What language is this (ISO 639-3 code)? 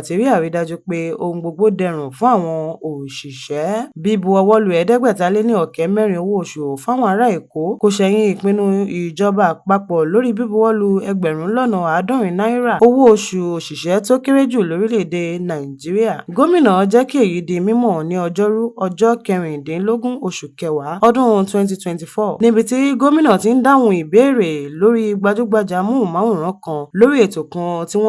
yor